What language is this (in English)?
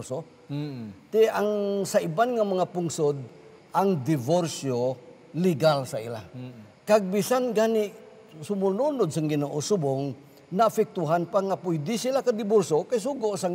Hiligaynon